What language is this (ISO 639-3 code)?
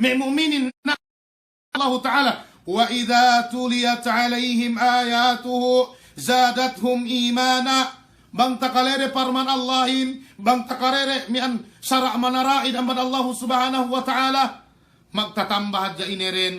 yka